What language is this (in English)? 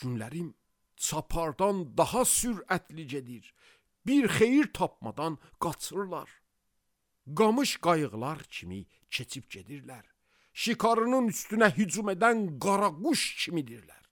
Azerbaijani